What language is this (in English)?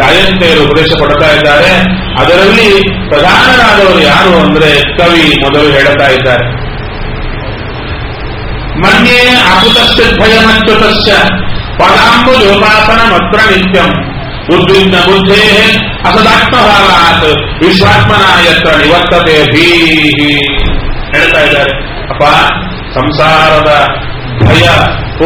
Kannada